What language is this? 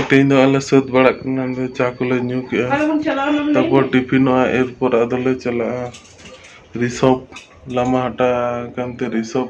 Santali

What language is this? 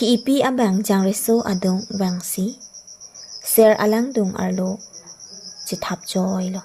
Karbi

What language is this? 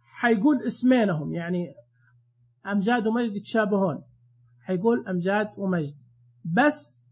Najdi Arabic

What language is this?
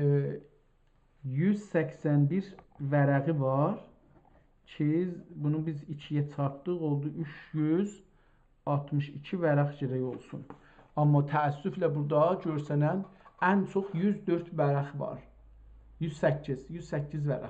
South Azerbaijani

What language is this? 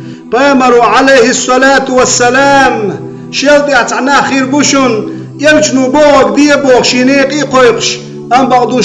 Chechen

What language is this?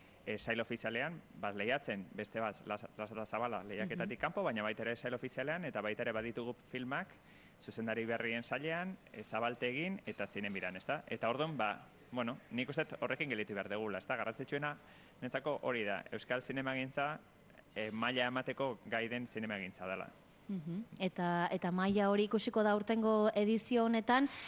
Basque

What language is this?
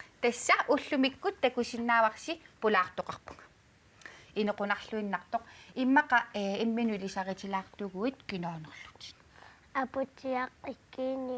Kalaallisut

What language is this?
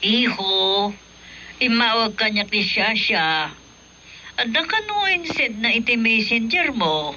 Iloko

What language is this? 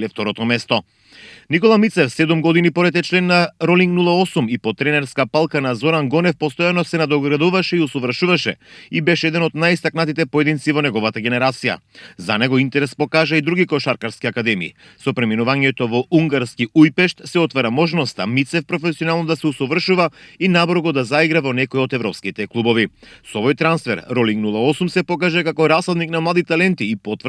Macedonian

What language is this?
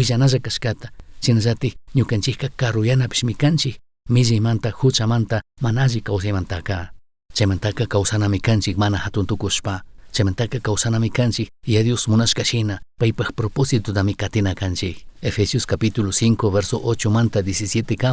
Chimborazo Highland Quichua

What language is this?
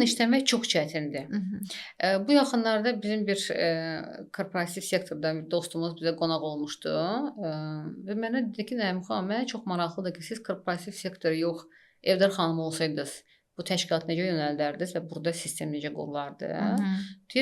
Azerbaijani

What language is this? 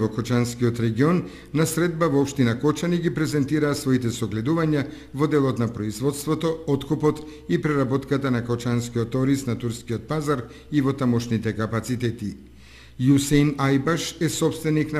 Macedonian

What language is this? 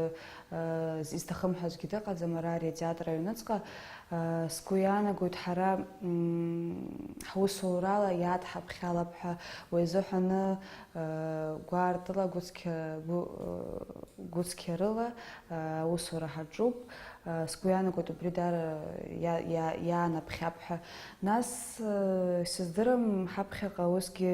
Abkhazian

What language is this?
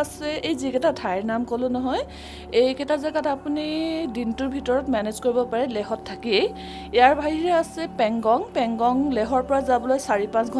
Assamese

